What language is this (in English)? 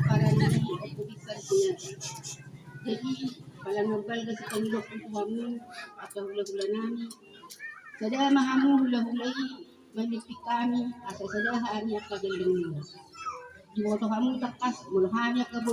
Batak Toba